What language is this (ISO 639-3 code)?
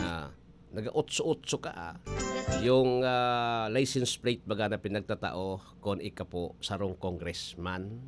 bik